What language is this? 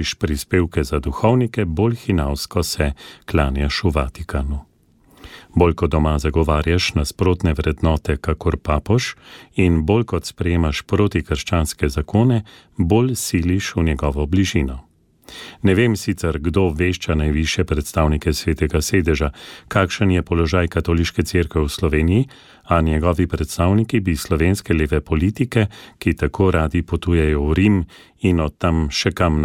Slovenian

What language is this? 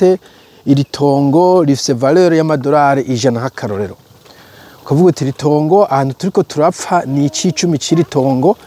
Rundi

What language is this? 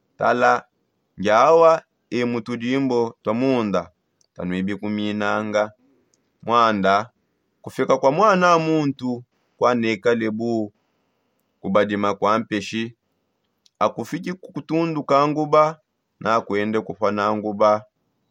Songe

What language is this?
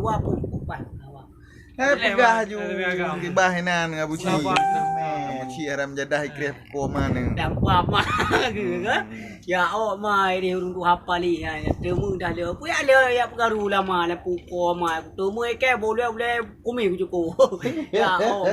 Achinese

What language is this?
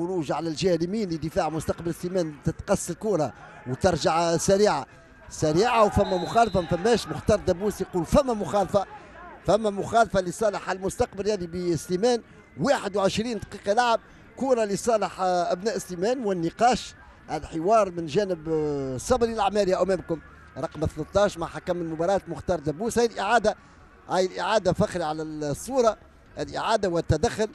Tunisian Arabic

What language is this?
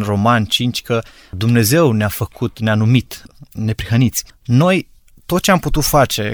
Romanian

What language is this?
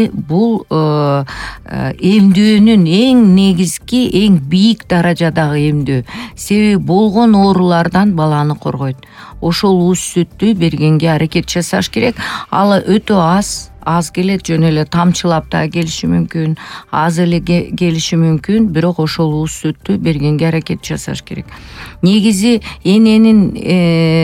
Kyrgyz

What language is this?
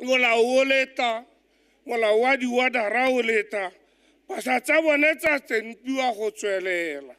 Tswana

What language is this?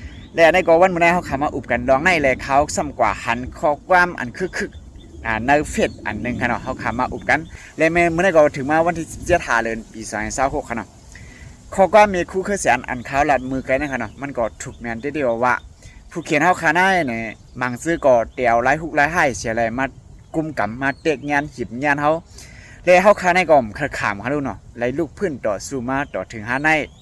Shan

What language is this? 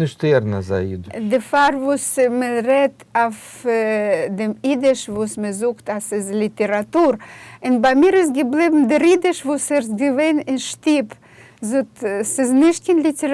Yiddish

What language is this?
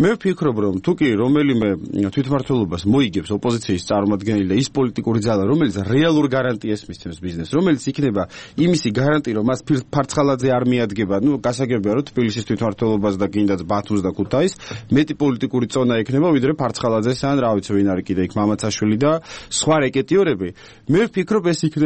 Georgian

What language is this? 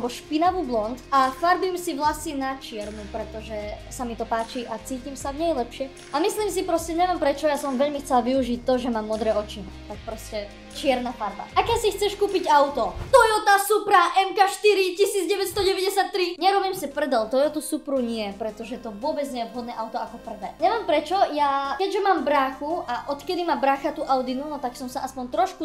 Slovak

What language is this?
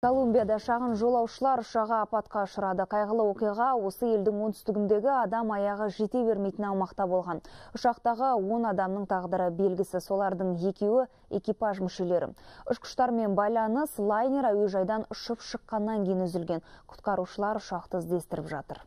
Kazakh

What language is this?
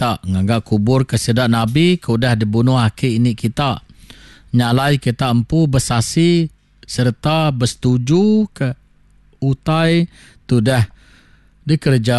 Iban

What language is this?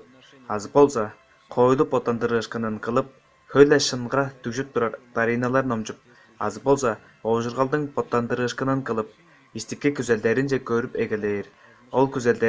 Tuvinian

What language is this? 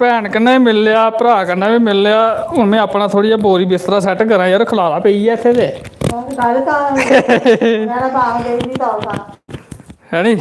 Dogri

